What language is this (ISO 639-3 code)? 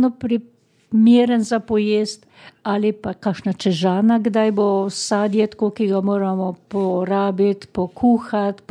slv